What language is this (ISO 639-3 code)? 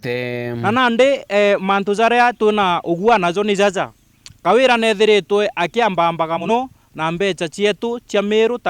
mer